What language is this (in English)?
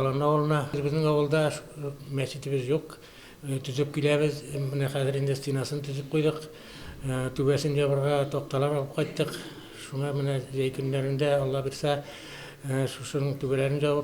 Tatar